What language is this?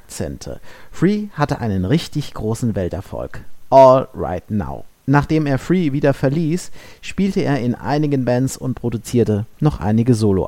German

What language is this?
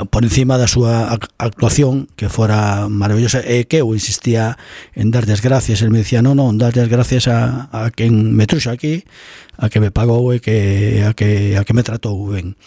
Galician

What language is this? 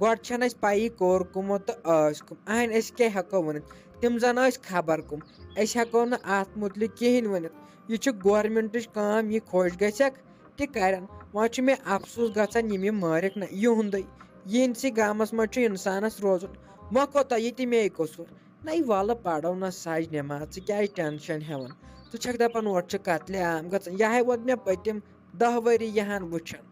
Kashmiri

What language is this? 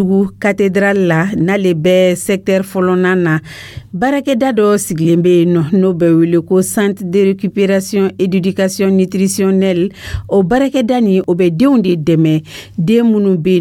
Dyula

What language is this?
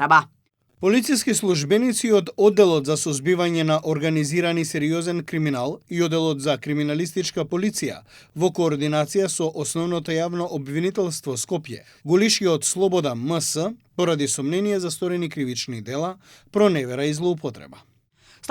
Macedonian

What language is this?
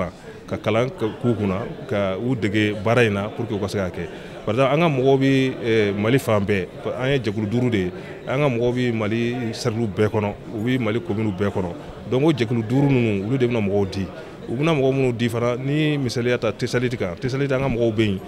Bambara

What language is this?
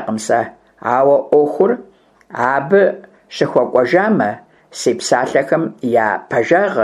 Kabardian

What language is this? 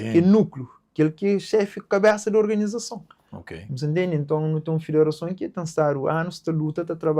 Kabuverdianu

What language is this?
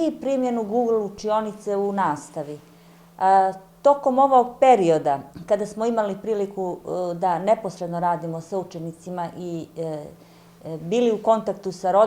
Bosnian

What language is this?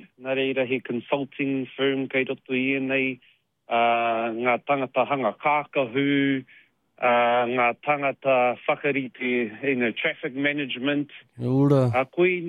Māori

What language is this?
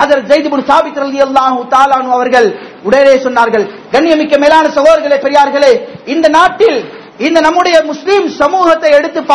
Tamil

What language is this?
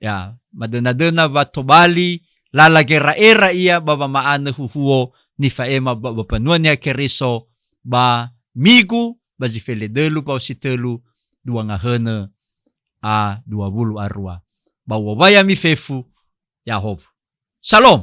Nias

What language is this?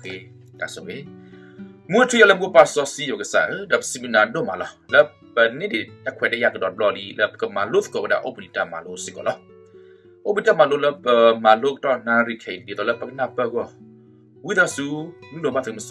S'gaw Karen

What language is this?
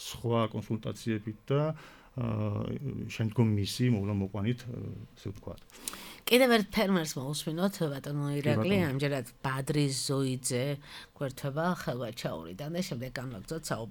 Georgian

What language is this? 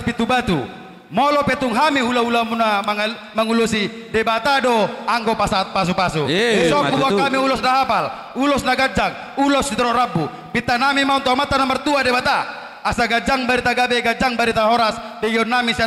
Batak Toba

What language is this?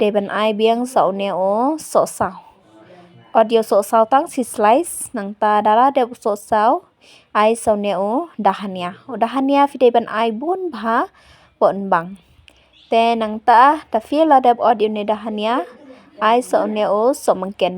Khasi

